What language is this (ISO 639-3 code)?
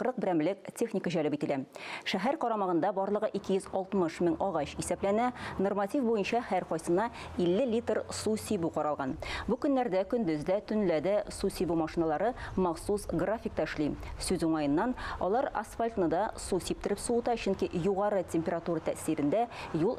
tat